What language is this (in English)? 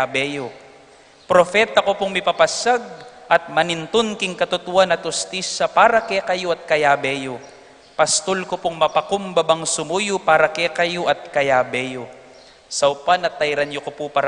Pampanga